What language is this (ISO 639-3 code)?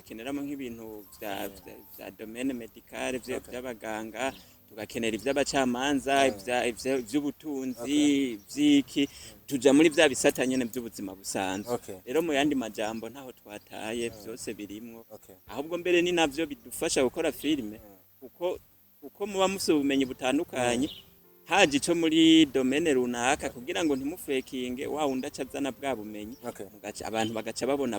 run